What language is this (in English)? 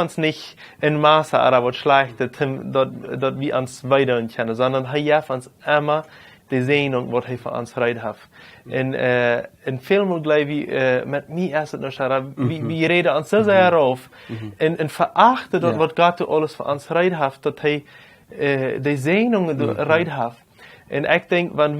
Plautdietsch